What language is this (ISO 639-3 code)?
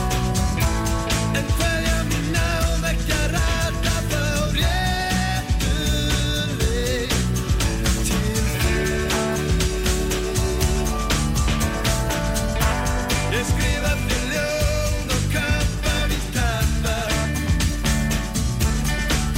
isl